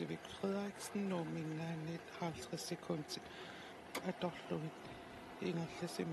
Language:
Kalaallisut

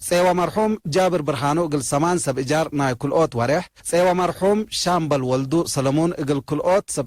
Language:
Tigre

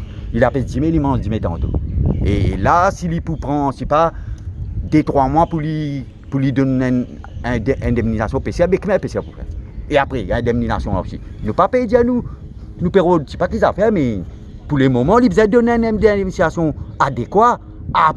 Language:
Morisyen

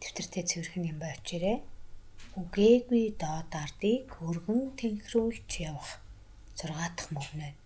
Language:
Mongolian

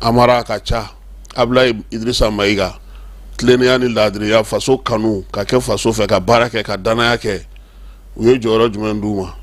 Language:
Bambara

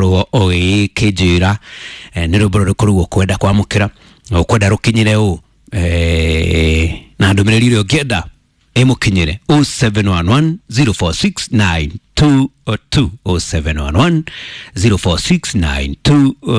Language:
Kikuyu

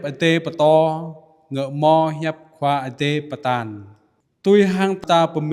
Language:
Jarai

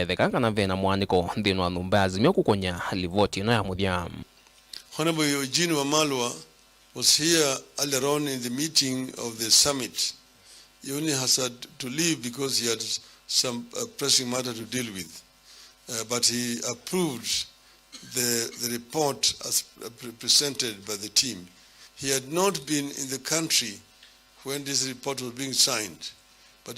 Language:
Kamba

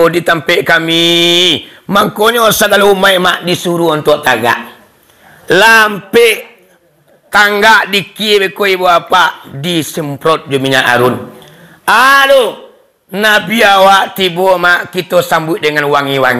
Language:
Minangkabau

